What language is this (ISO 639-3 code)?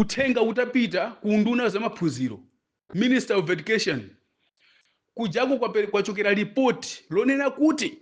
nya